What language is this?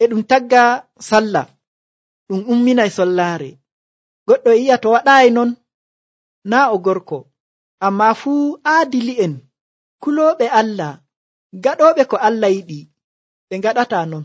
Nigerian Fulfulde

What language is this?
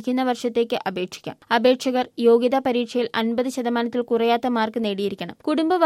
Malayalam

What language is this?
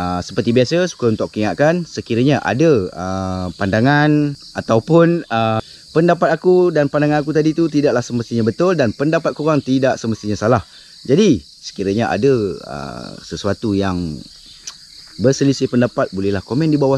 Malay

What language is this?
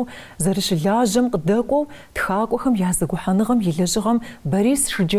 Kabardian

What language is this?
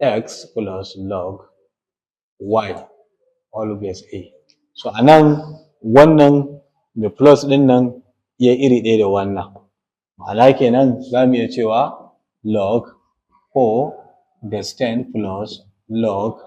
Hausa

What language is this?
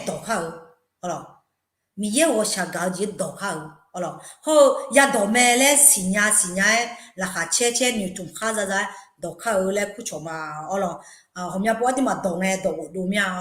Akha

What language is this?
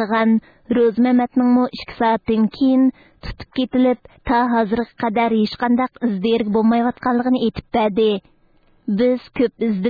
Uyghur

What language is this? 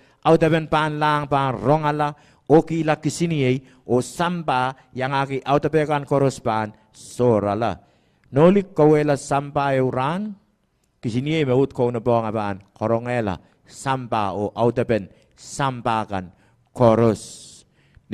Pohnpeian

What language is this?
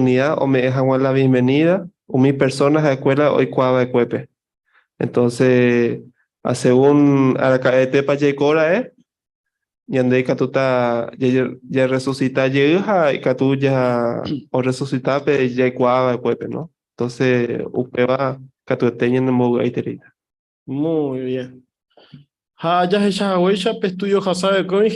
Guarani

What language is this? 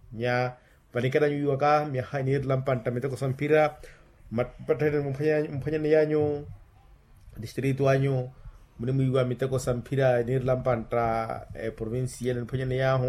Makhuwa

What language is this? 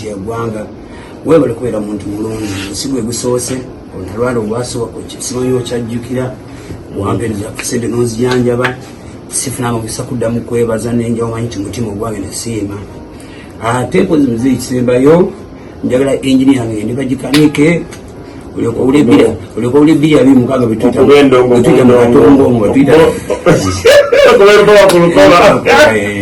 Ganda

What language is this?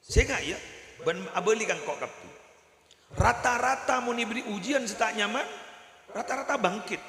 Madurese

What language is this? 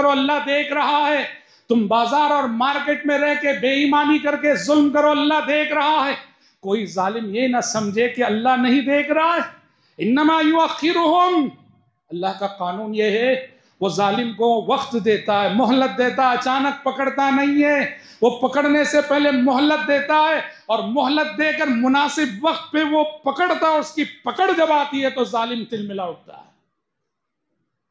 Urdu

